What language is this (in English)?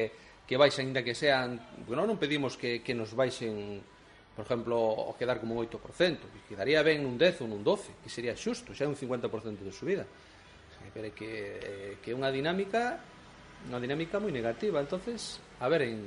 Galician